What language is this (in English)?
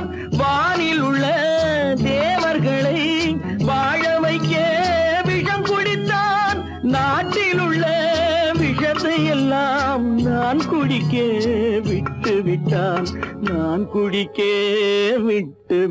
Tamil